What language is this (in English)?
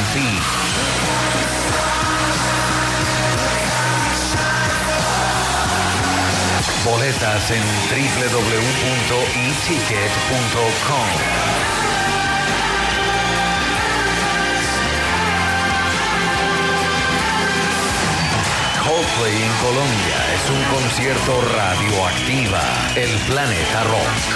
Spanish